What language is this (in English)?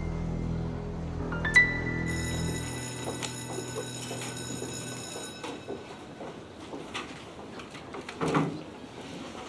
Turkish